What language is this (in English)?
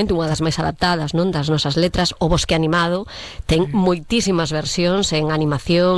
Galician